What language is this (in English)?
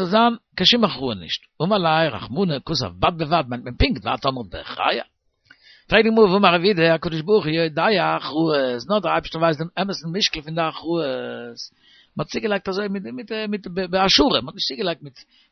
Yiddish